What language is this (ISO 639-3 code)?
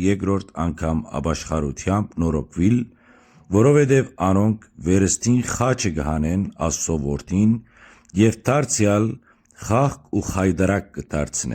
hyw